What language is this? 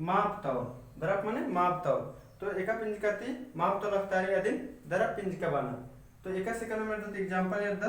Kurukh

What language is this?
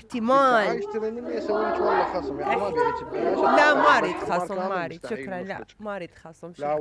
Mesopotamian Arabic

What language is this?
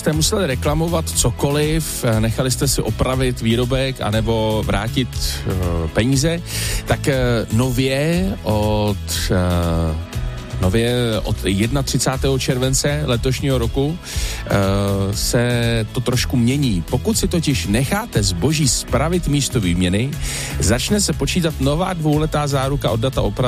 Czech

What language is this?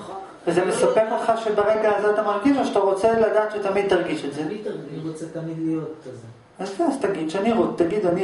Hebrew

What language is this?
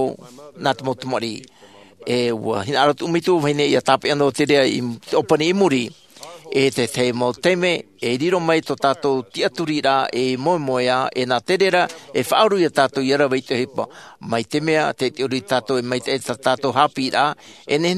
Tahitian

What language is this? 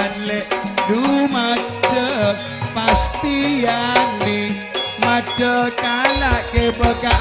Madurese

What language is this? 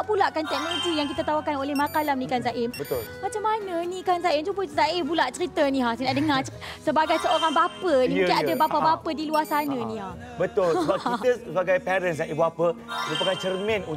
Malay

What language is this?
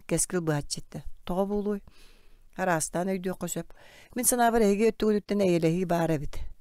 Yakut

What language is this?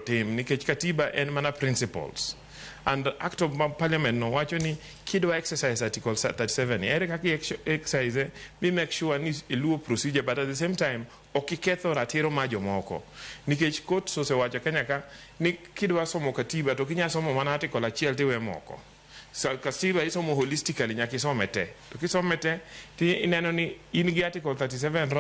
Luo (Kenya and Tanzania)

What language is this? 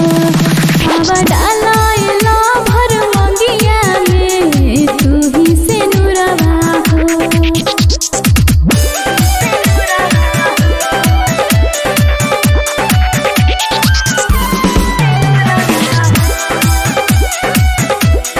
Bhojpuri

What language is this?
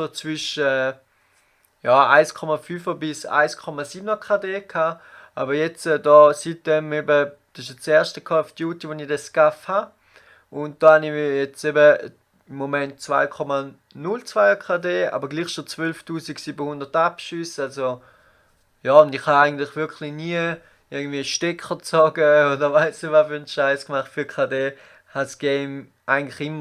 Swiss German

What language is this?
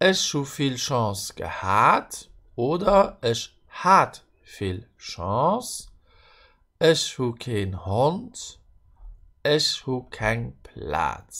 Luxembourgish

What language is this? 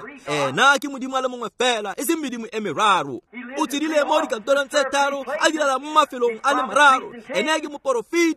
Tswana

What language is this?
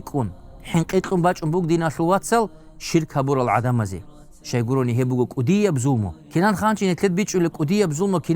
Avaric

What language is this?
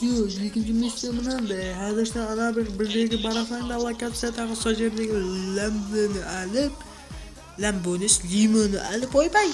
Kara-Kalpak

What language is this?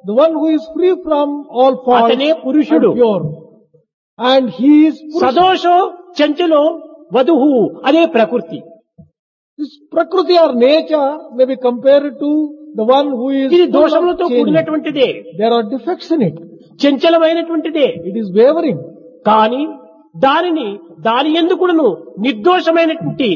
Telugu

